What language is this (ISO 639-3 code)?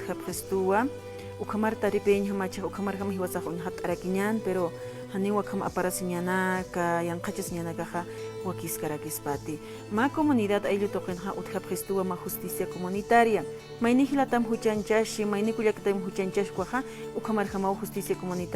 aym